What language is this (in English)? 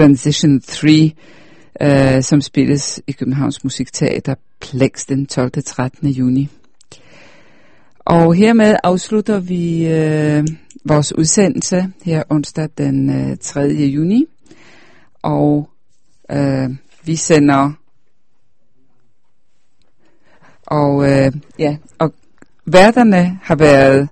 Danish